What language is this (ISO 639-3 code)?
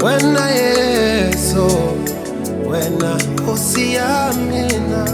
tso